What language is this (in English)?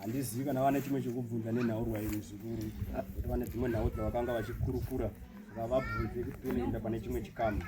Shona